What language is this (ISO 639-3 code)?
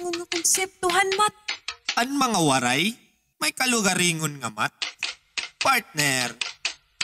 war